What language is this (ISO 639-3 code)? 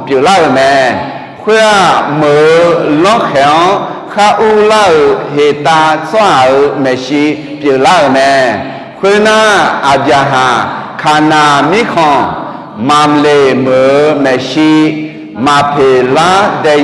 ahk